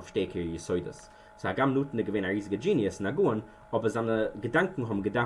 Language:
Yiddish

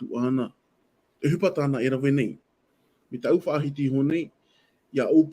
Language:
Tahitian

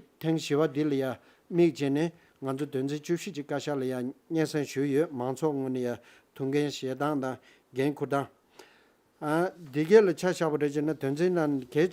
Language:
Tibetan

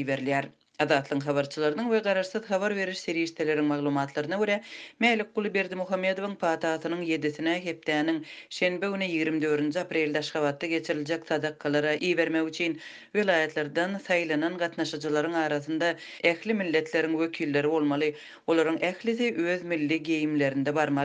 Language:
Turkmen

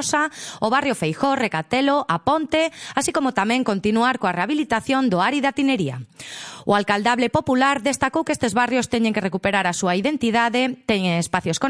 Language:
Galician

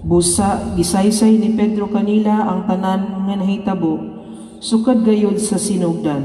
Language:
Cebuano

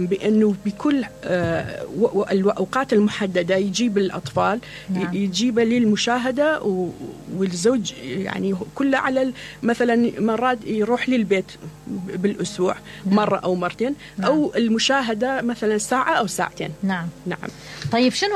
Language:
Mesopotamian Arabic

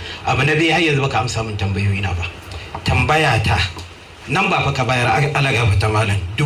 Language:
Hausa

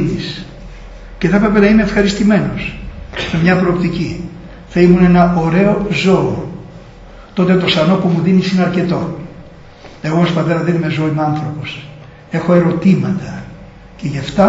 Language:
Greek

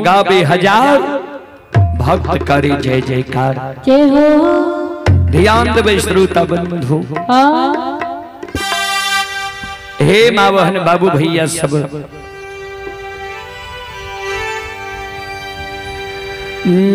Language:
Bhojpuri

